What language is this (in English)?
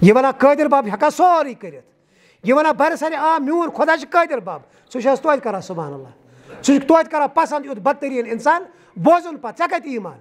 Kashmiri